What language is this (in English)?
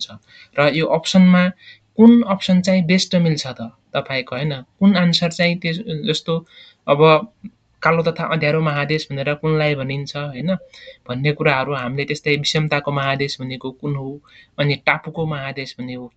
Nepali